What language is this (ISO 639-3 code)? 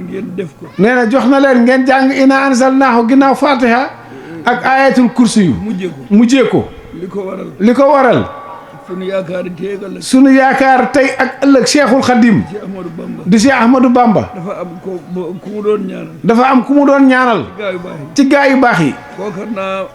wol